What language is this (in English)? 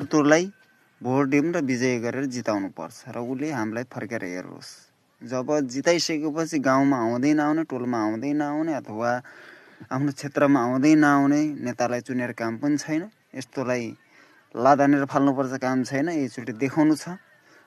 Nepali